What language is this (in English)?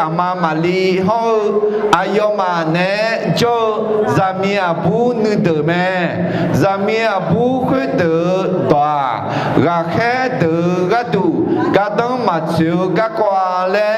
Akha